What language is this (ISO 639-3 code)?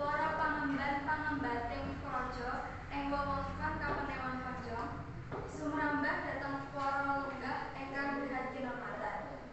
jav